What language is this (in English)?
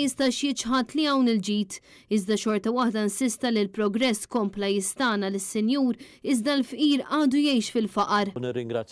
Maltese